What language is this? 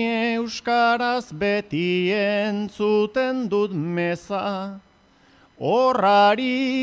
Basque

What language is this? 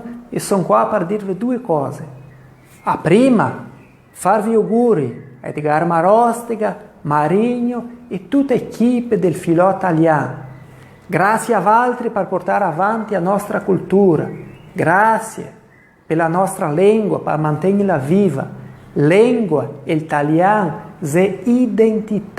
Venetian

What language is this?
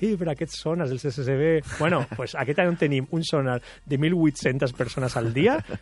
Catalan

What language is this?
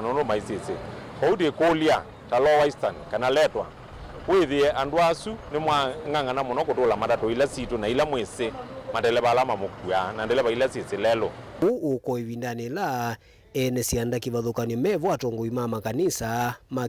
Kamba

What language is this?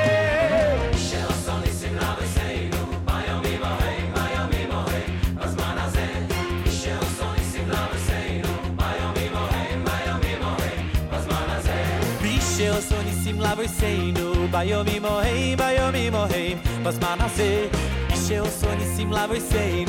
Hebrew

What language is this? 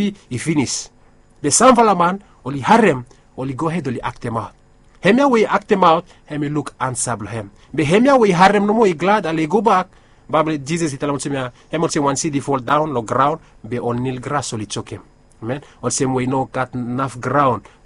Bislama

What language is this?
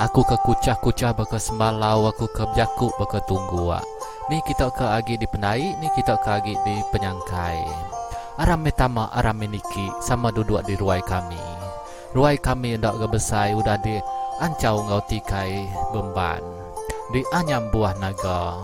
Iban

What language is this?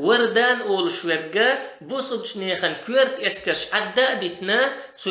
Chechen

